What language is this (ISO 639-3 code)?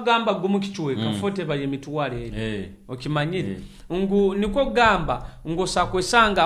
nyo